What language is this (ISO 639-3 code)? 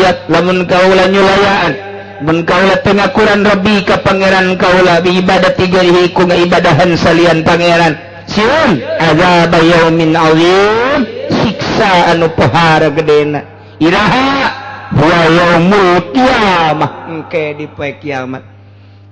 sun